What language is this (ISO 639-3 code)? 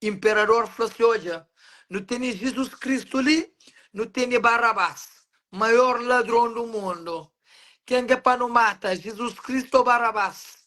kea